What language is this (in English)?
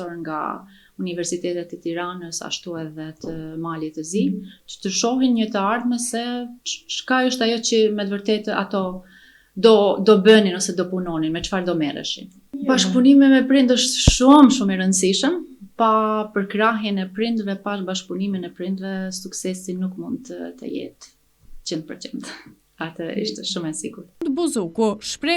Albanian